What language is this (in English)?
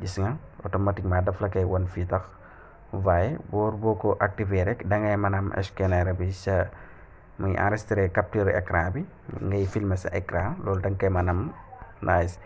Wolof